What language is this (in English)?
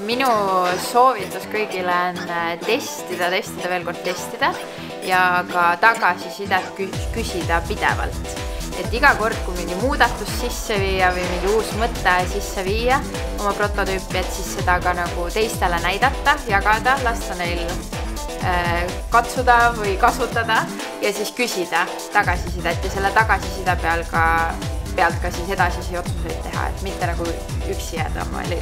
Estonian